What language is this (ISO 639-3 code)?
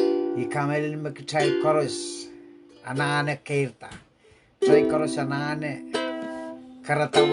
pon